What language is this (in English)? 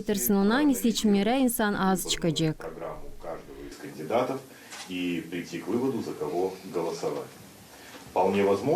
Gagauz